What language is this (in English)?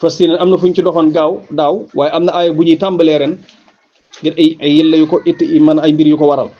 Wolof